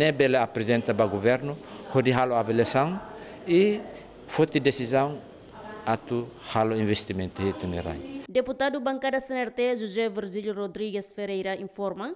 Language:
Tetum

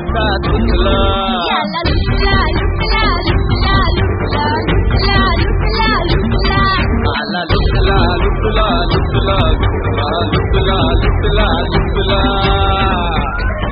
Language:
Marathi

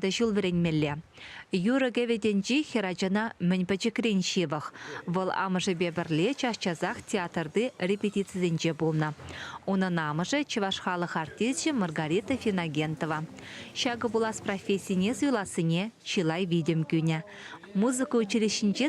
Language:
Chuvash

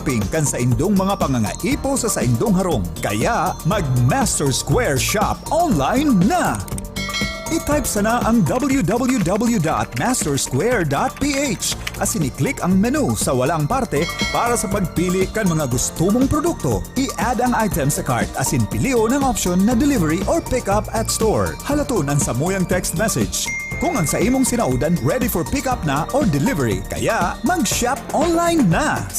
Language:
Bikol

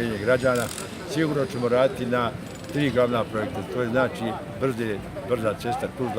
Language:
Bosnian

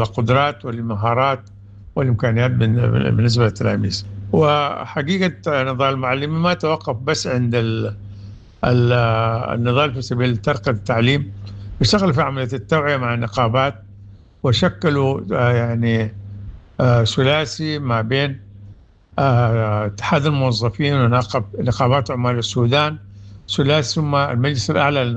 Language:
Sudanese Arabic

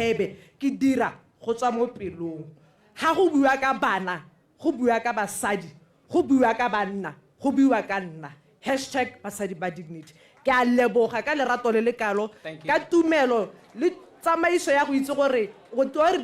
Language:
Tswana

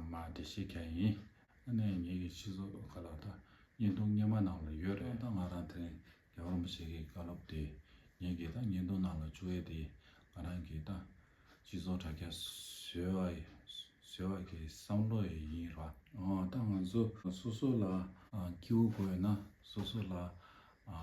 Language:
Tibetan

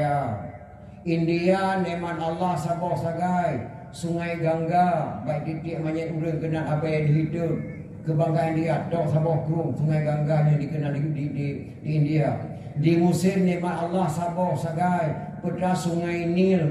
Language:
Achinese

